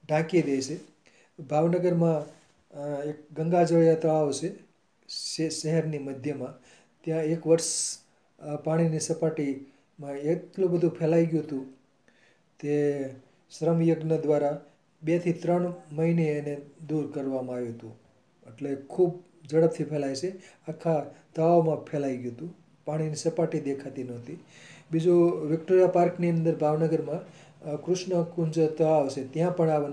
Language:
Gujarati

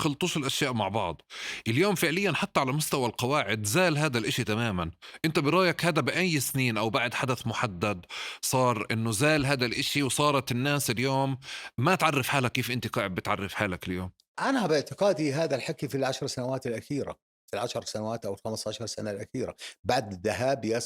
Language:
North Levantine Arabic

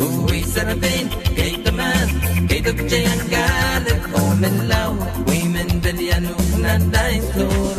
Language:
Pohnpeian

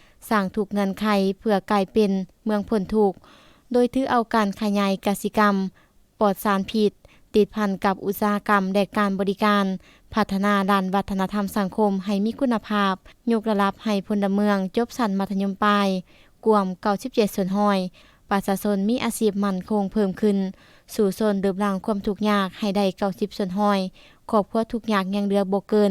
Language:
Lao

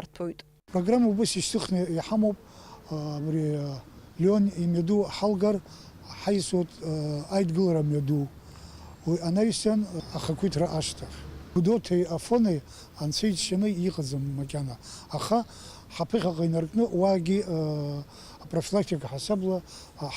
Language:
Abkhazian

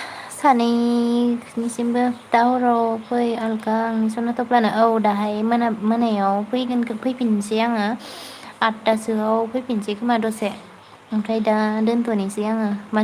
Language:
Bodo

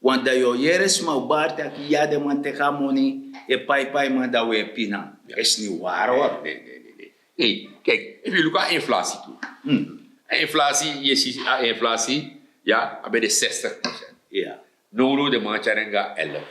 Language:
Sranan Tongo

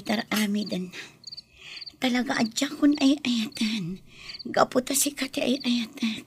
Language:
Iloko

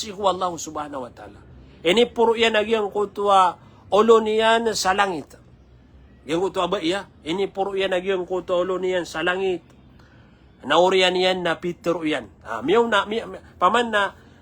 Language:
Maranao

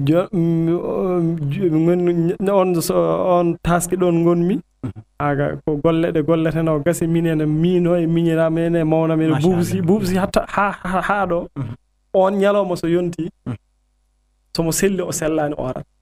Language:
Fula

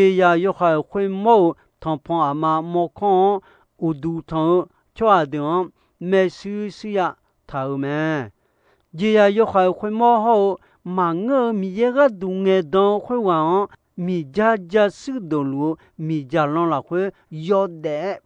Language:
Akha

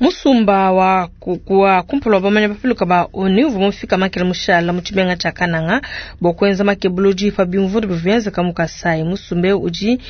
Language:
Luba-Lulua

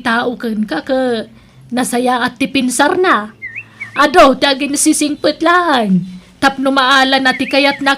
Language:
Iloko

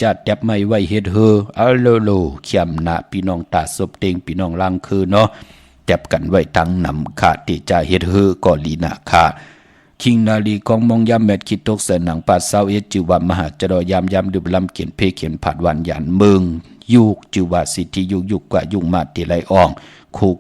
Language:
Shan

